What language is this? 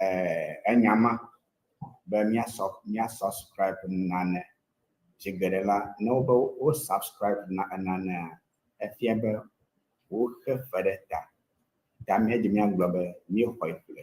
Ewe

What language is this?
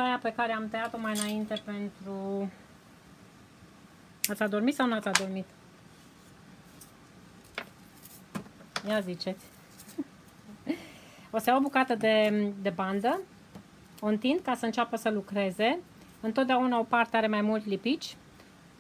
Romanian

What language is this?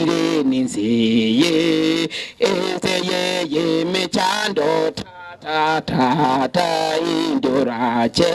Gusii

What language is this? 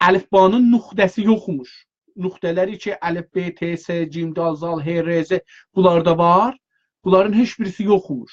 South Azerbaijani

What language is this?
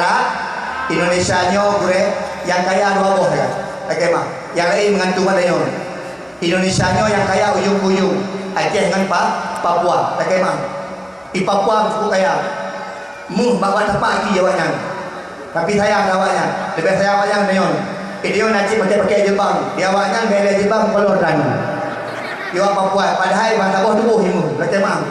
Achinese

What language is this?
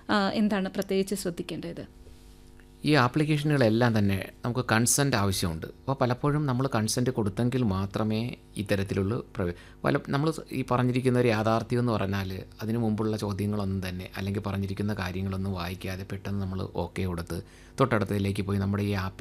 Malayalam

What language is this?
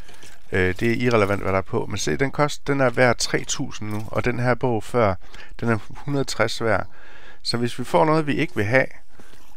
Danish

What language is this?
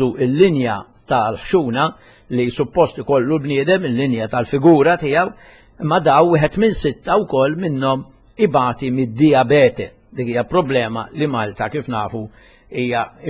Maltese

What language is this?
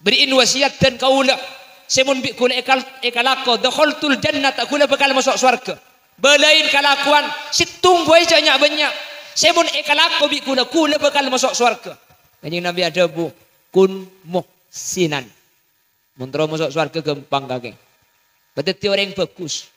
Madurese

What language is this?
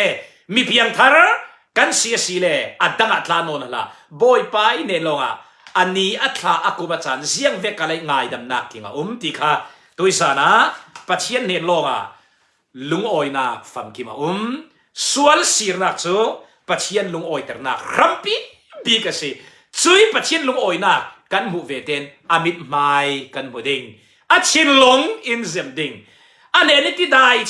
Falam Chin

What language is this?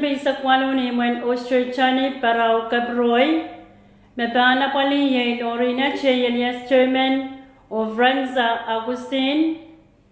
Pohnpeian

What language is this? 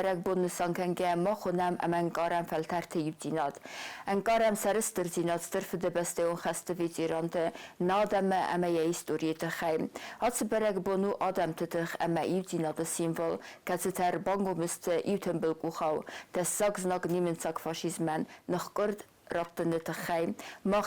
Ossetic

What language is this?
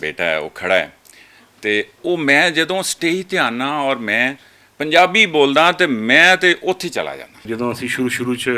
Western Panjabi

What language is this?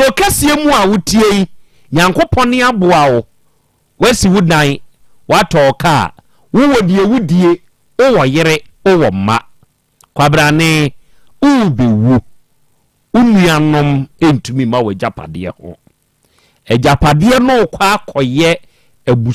Akan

